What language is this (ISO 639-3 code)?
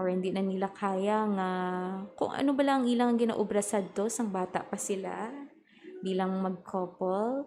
hil